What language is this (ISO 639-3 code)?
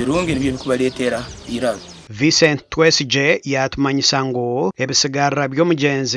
nyn